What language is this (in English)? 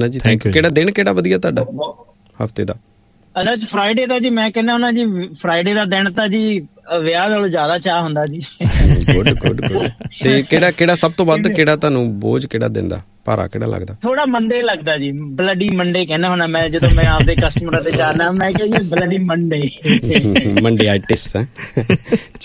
Punjabi